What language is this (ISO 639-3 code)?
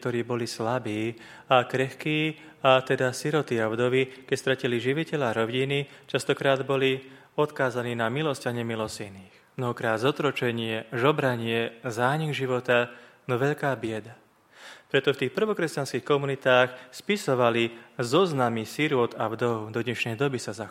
slk